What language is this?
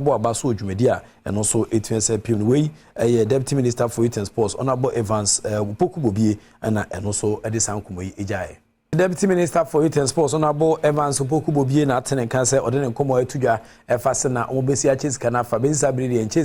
Akan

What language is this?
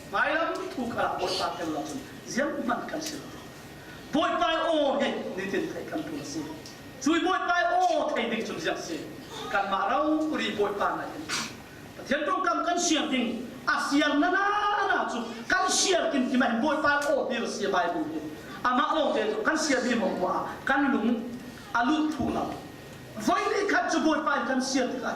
Falam Chin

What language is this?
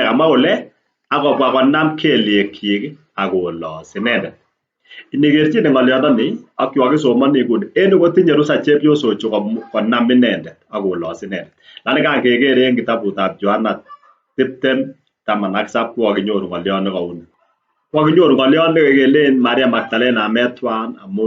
Kalenjin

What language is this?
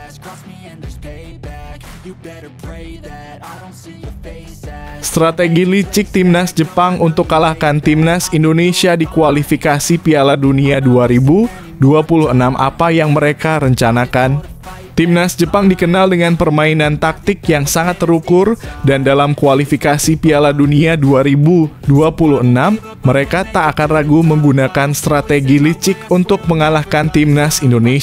Indonesian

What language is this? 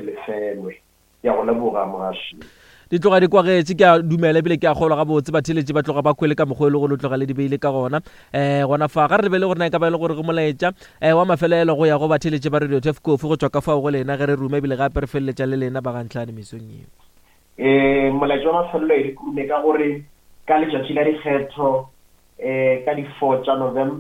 Northern Sotho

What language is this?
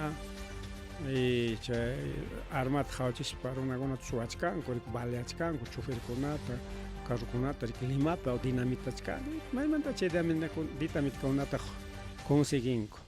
Ayacucho Quechua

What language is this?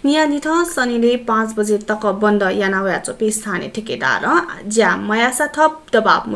Newari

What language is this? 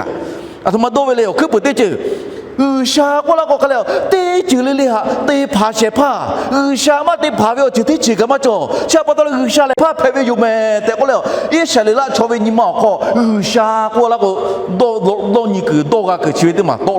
Lahu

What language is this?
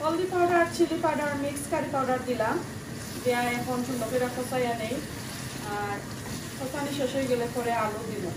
Sylheti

